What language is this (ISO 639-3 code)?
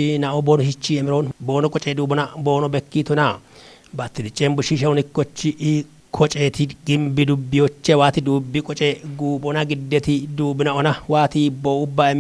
kbr